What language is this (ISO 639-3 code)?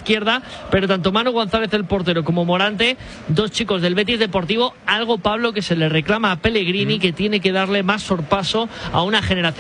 spa